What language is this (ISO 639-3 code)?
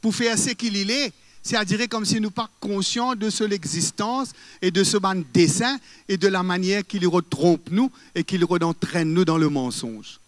mfe